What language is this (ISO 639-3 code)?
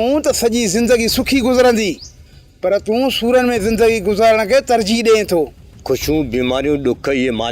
snd